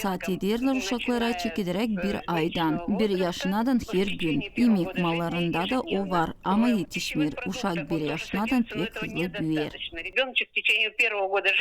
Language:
Gagauz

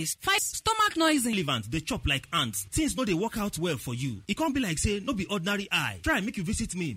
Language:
Nigerian Pidgin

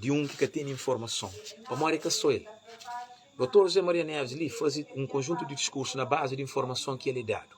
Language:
Kabuverdianu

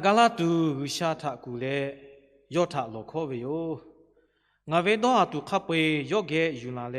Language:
Lahu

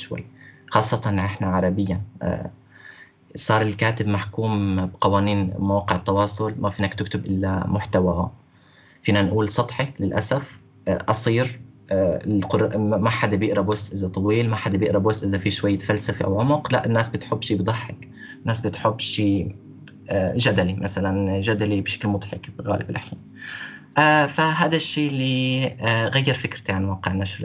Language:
North Levantine Arabic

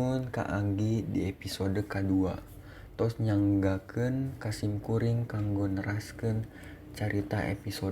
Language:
Sundanese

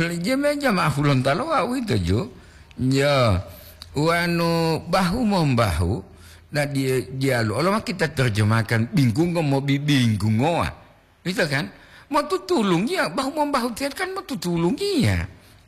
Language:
Gorontalo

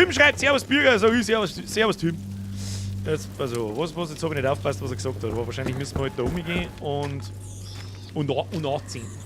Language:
Bavarian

